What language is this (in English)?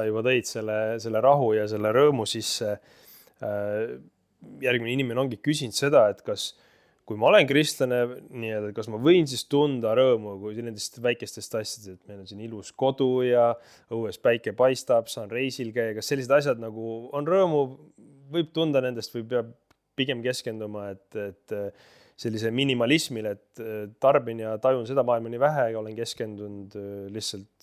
Estonian